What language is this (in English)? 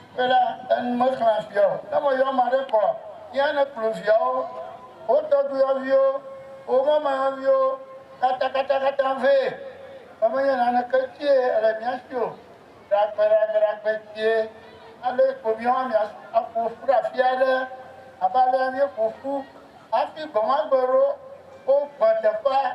Ewe